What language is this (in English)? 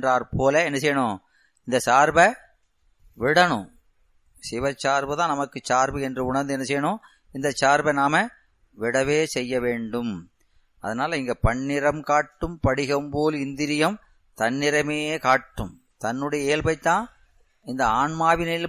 Tamil